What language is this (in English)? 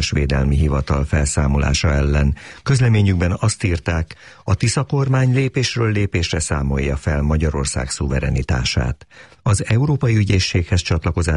Hungarian